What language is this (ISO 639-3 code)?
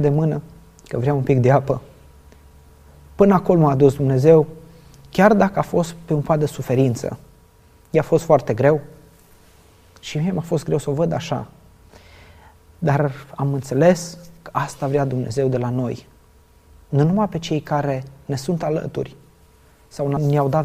ron